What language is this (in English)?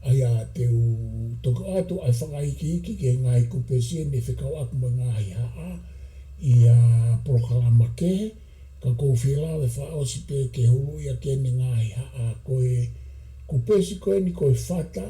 Tongan